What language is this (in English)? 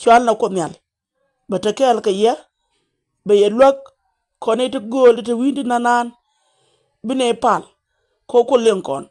Nuer